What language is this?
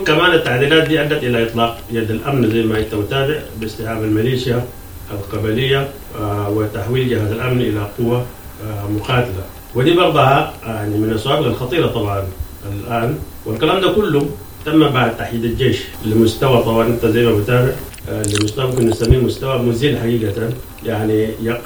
Sudanese Arabic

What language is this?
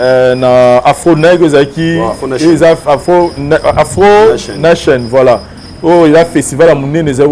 Lingala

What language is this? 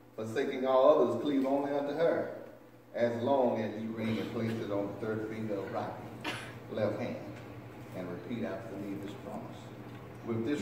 English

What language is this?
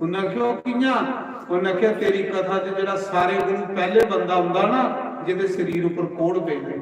Dogri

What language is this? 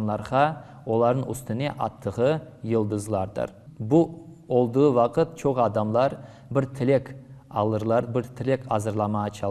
Crimean Tatar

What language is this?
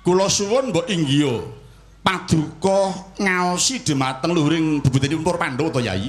Javanese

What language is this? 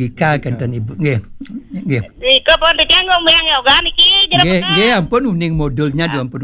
Balinese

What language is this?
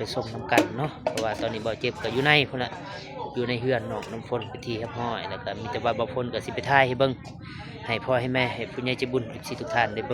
Lao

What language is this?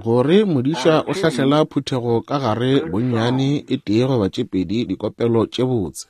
Northern Sotho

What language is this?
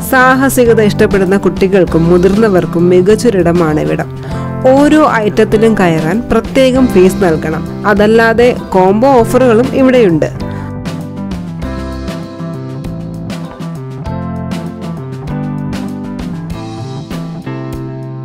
Malayalam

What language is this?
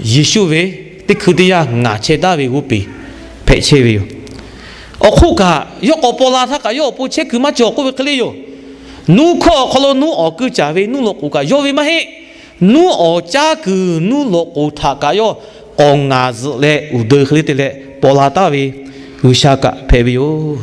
Lahu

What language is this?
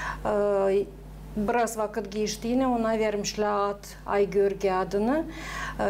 Gagauz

